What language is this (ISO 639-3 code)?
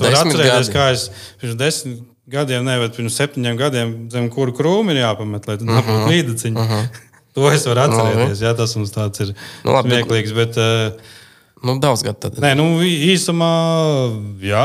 lav